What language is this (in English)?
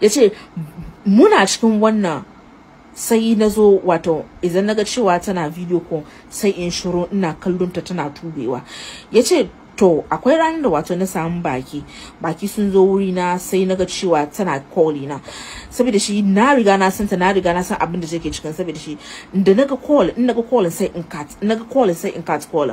Hausa